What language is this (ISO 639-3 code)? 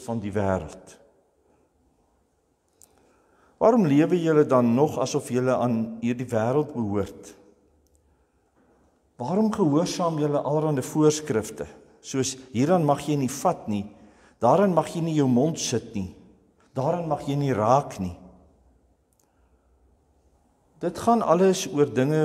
afr